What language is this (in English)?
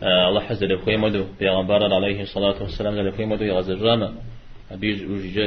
Kabardian